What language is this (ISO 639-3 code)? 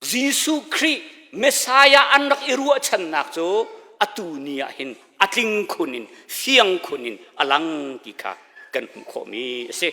cnh